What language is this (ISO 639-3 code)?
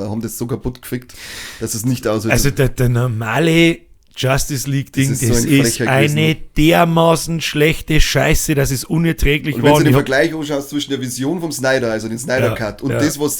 bar